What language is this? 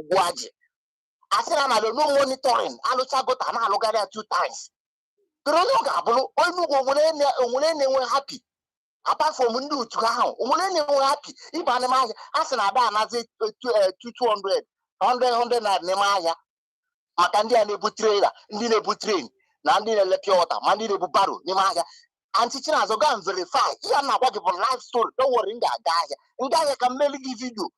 Igbo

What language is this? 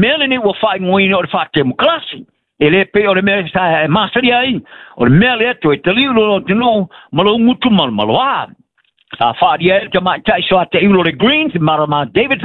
Samoan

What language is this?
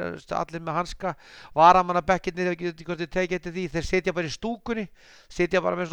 Icelandic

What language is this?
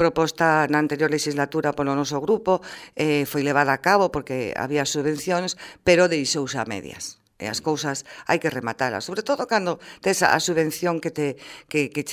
Galician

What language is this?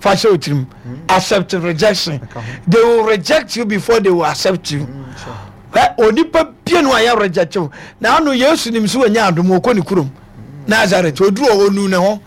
Akan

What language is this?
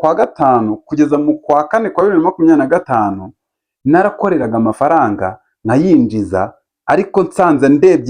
Kinyarwanda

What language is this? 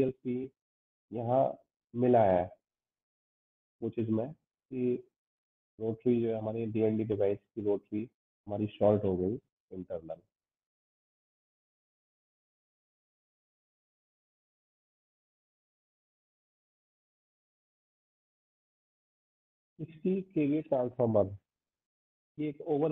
Hindi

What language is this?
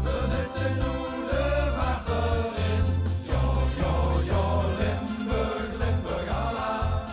Limburgish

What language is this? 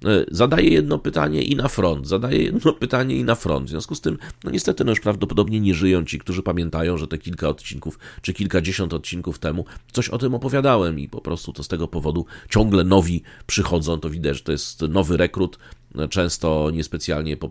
Polish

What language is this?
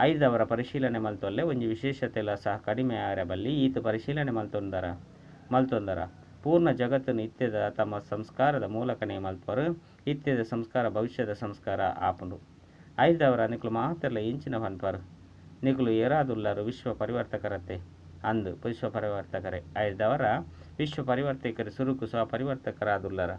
Tulu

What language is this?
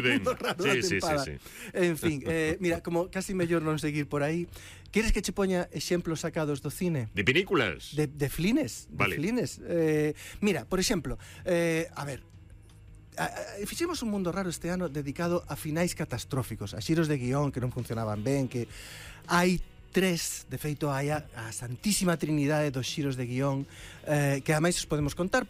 Galician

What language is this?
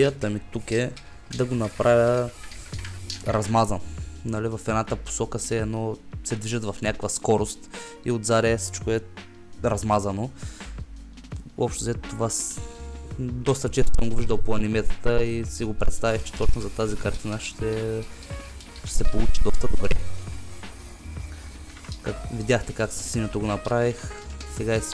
Bulgarian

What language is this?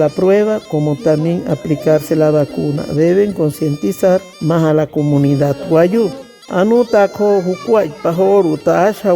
Wayuu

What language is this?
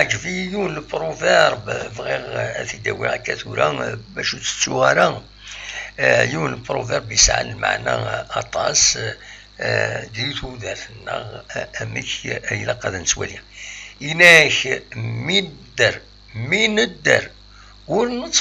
Kabyle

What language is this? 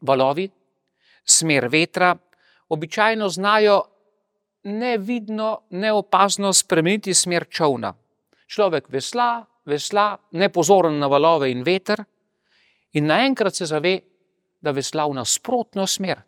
Slovenian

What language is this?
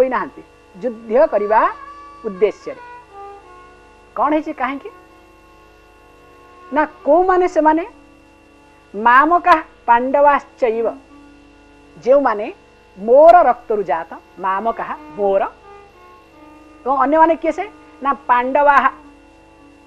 Odia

